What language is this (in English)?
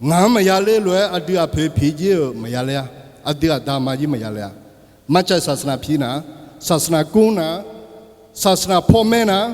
Akha